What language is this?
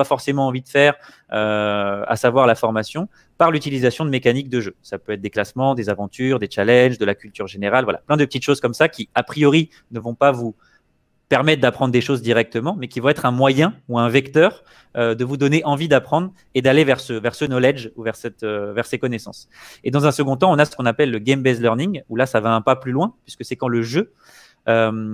French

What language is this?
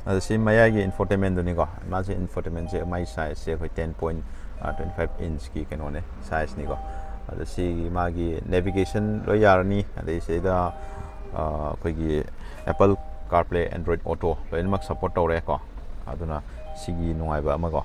Manipuri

